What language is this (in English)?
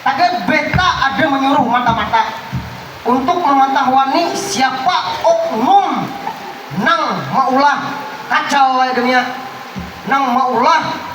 Banjar